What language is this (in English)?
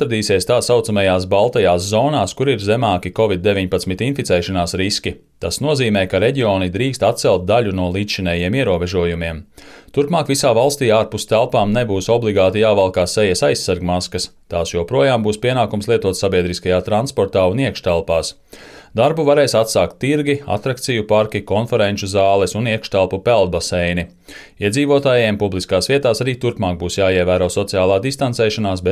Latvian